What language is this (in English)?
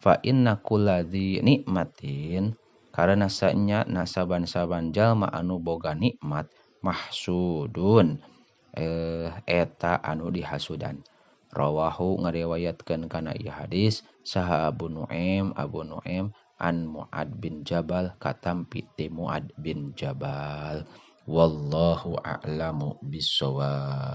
Sundanese